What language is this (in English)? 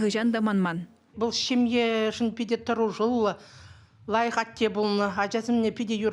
Chuvash